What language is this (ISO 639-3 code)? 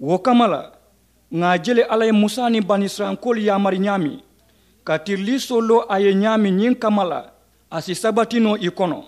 man